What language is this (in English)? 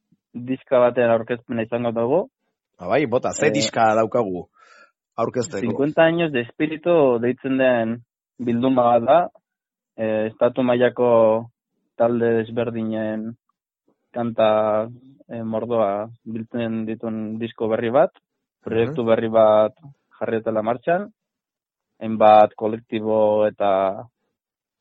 Basque